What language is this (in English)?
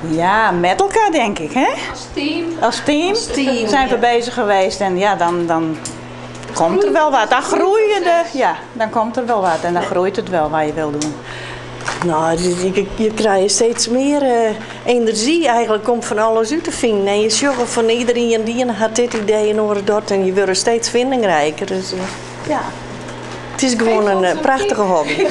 Western Frisian